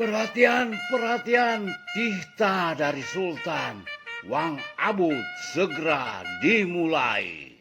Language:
Betawi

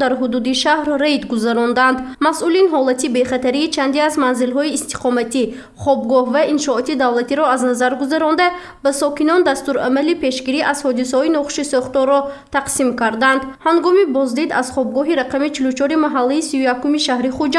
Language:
Tajik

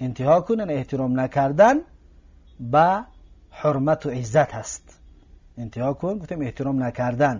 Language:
Tajik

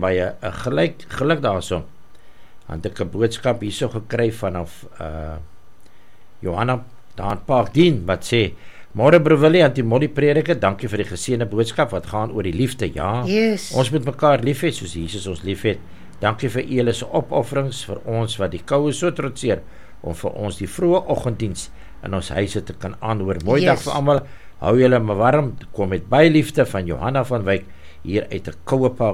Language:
Afrikaans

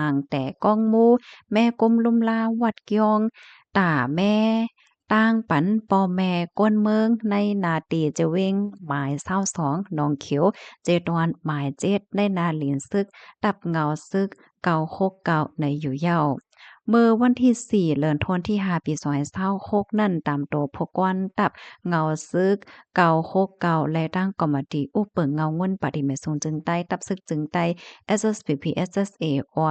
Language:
Shan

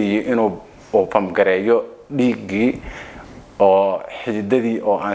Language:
Somali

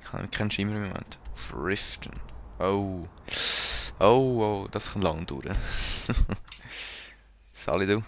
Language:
Swiss German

